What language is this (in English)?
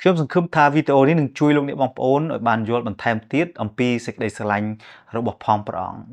Khmer